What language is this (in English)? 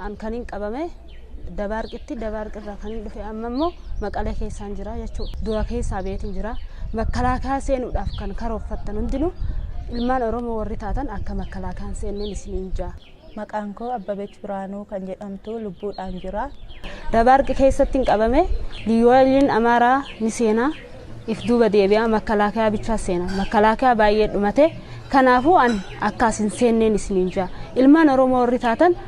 Oromo